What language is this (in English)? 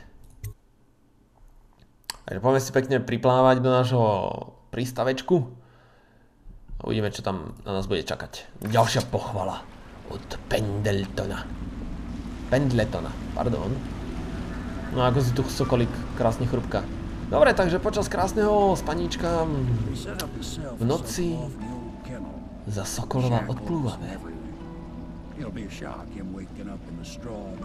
Slovak